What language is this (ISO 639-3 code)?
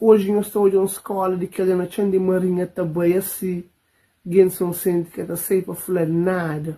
kea